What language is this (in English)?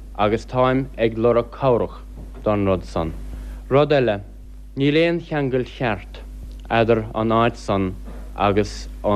Irish